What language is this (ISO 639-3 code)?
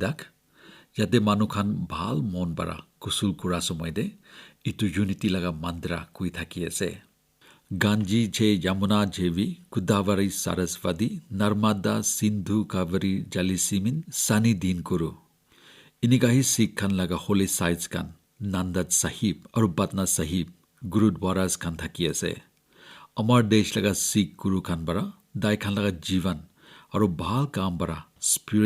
nag